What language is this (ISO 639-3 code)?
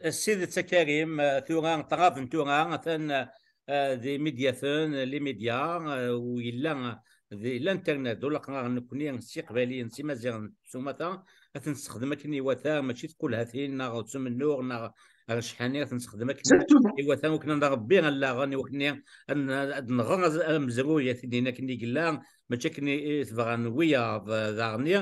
kab